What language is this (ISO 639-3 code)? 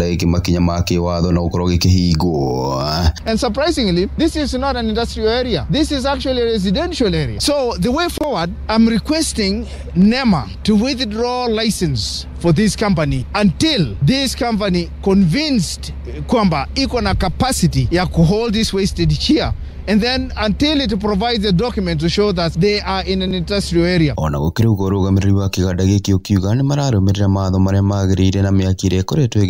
kik